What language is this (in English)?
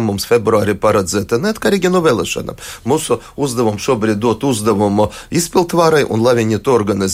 Latvian